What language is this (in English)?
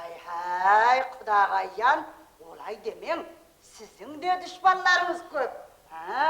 Kara-Kalpak